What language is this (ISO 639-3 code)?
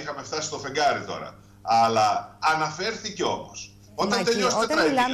ell